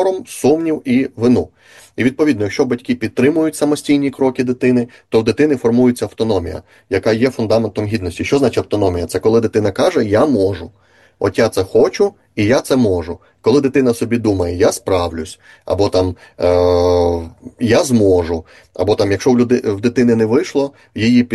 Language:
Ukrainian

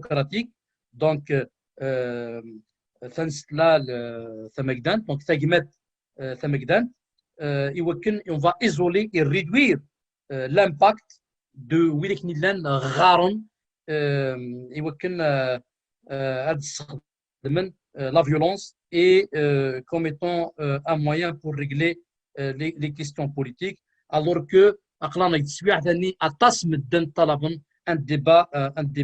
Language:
Kabyle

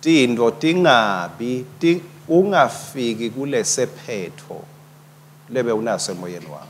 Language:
Swati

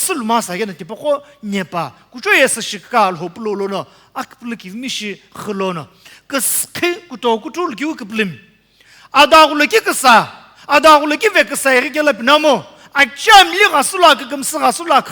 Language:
Sumi Naga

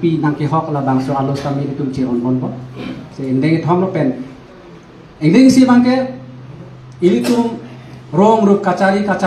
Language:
Karbi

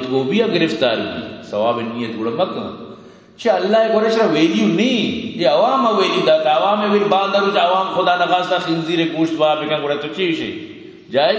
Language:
Eastern Balochi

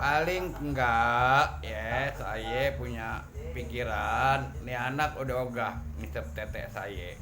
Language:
Betawi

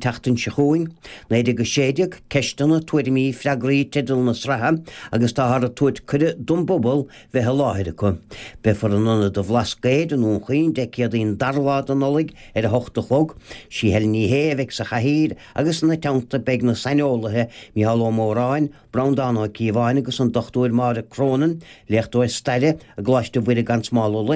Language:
Irish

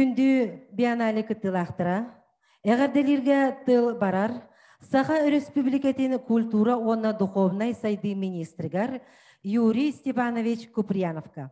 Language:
Yakut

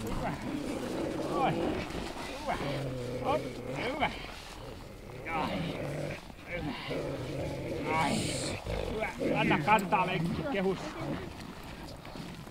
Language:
Finnish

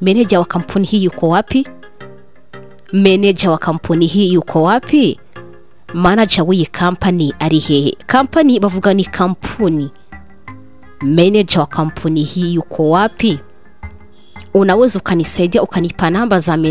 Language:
Kinyarwanda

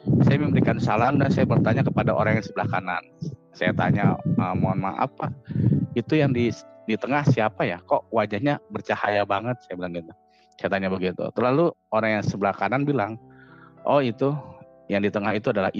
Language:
Indonesian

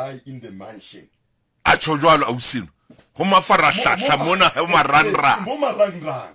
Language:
Southern Sotho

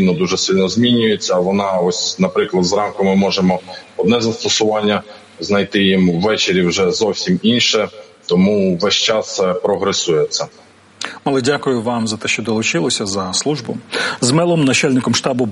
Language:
Ukrainian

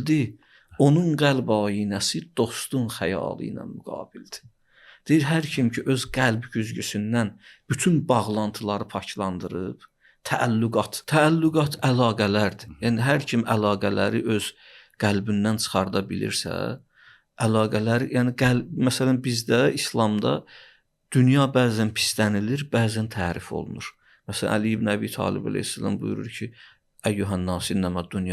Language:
Azerbaijani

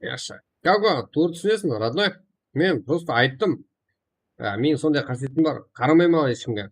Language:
Kara-Kalpak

